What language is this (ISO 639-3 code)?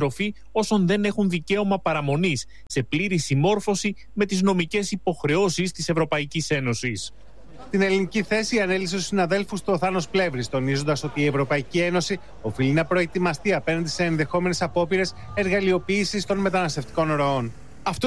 ell